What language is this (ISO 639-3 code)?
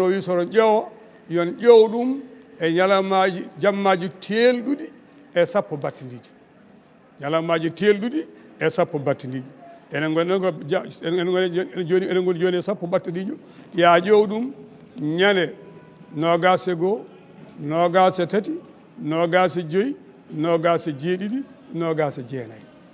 ful